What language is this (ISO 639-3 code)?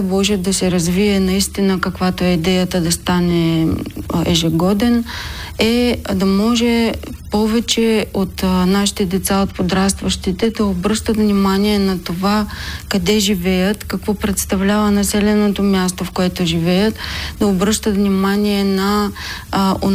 bul